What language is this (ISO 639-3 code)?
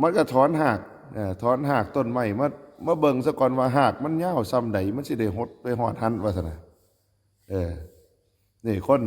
tts